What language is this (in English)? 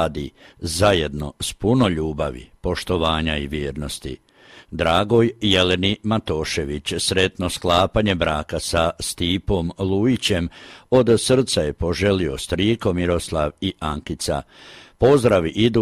Croatian